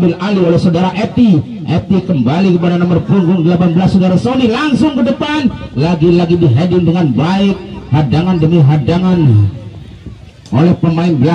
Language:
Indonesian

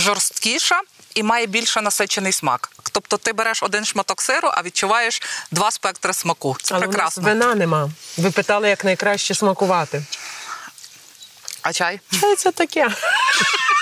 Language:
Ukrainian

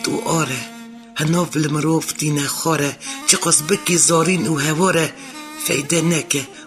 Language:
Kurdish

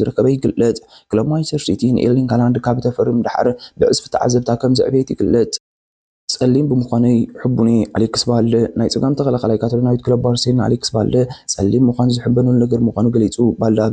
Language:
Tigrinya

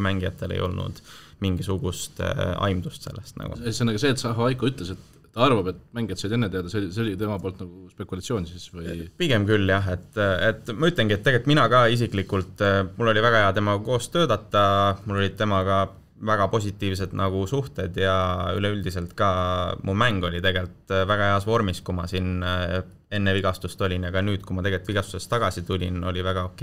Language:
Estonian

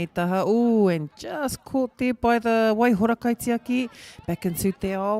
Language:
Māori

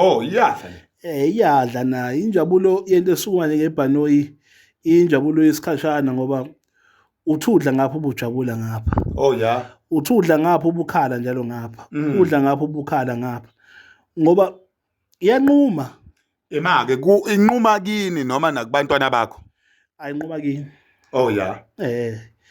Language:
Zulu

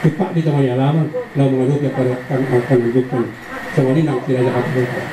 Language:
Batak Toba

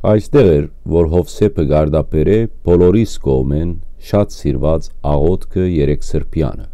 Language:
Western Armenian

